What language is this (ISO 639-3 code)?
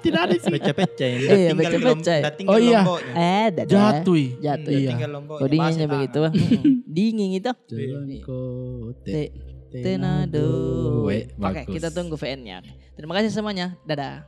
mfp